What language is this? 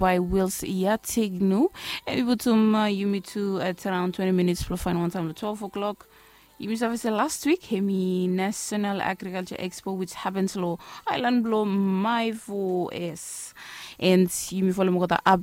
Bislama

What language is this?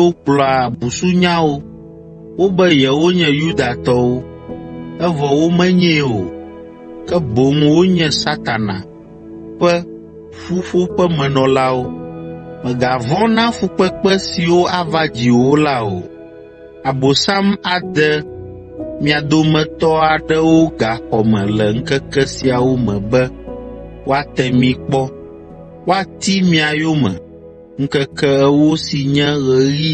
Ewe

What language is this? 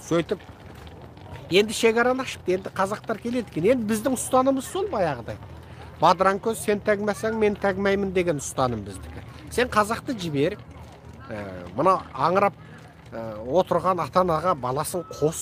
Kazakh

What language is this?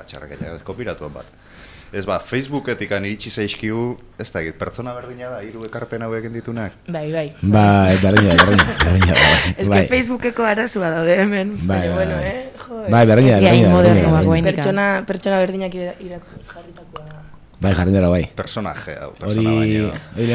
Basque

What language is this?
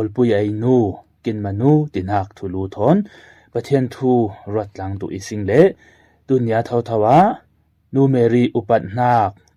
Falam Chin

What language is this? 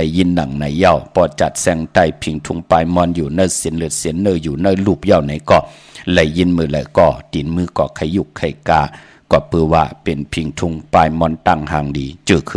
Shan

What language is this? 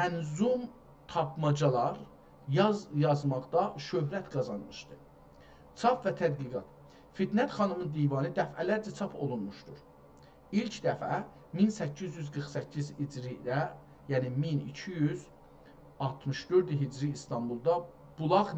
South Azerbaijani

